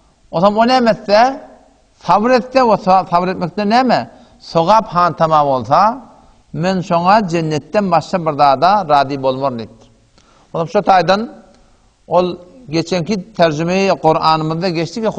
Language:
Turkmen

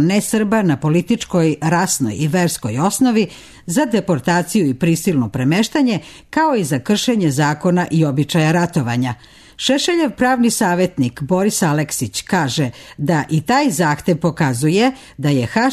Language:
Serbian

